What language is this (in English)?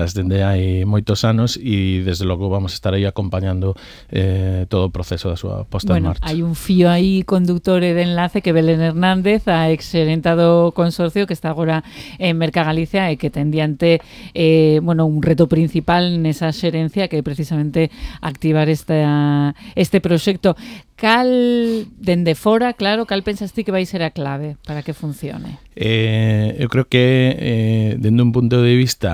Galician